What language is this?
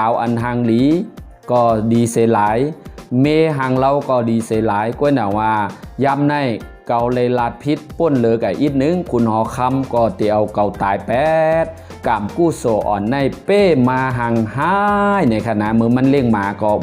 Shan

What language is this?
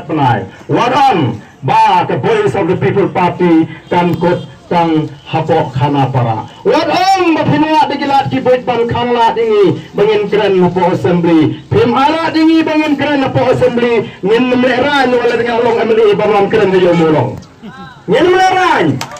Khasi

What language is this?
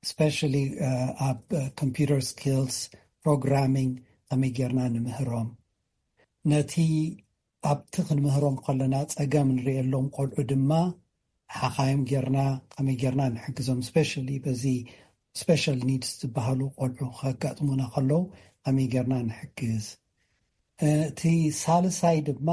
Tigrinya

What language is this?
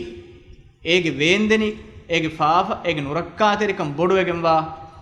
Divehi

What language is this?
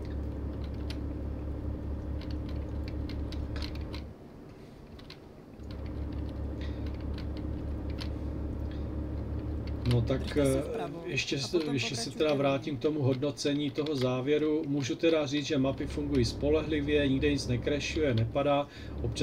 Czech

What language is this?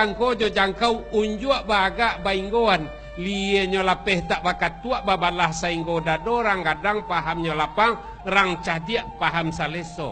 Minangkabau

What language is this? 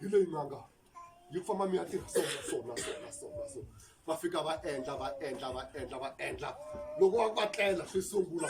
Tsonga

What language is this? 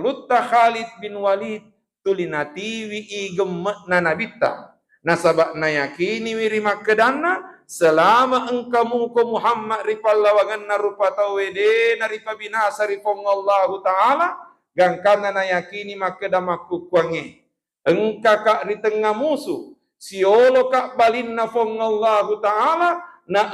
Buginese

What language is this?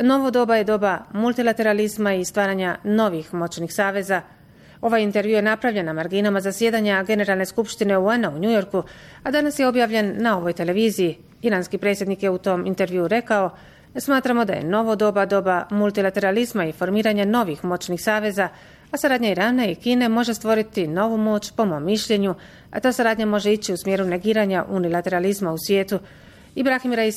Bosnian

